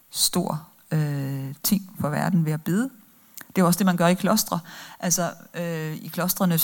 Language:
Danish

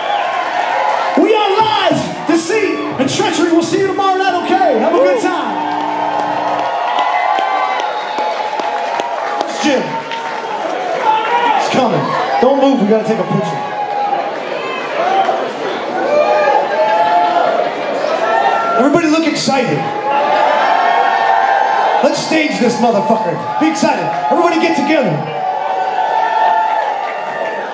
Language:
English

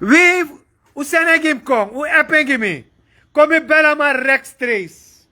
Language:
Sranan Tongo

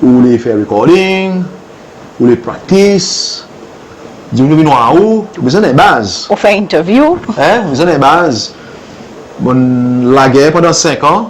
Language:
Seselwa Creole French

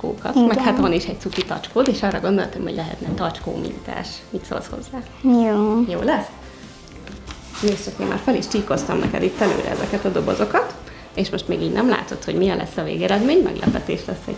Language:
Hungarian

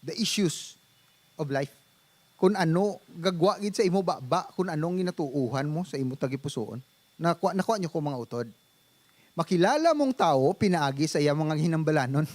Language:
Hiligaynon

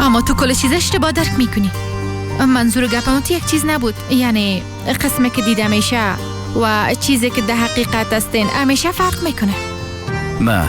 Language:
Persian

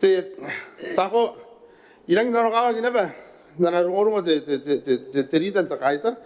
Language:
Gilbertese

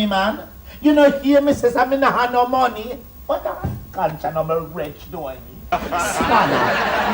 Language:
Jamaican Creole English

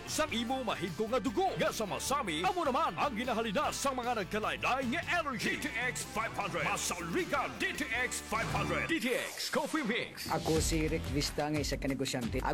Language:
Hiligaynon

